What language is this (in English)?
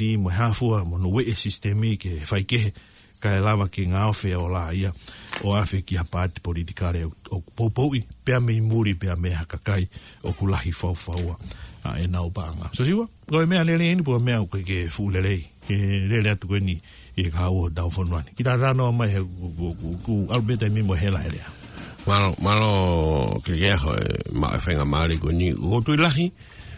Tongan